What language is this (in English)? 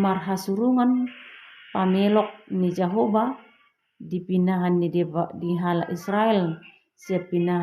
Batak Toba